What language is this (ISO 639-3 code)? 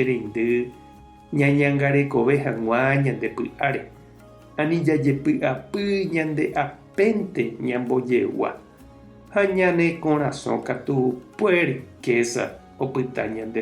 grn